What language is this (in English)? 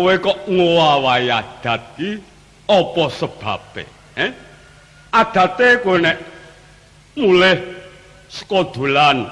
Javanese